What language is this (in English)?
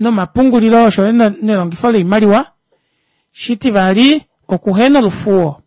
Kuanyama